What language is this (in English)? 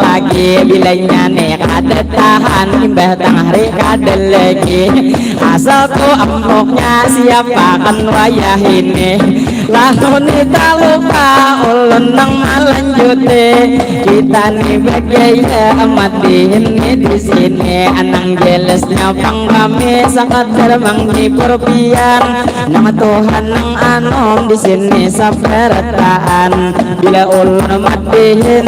Banjar